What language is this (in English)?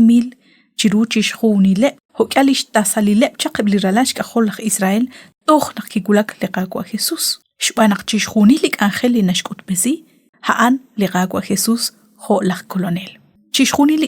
Kekchí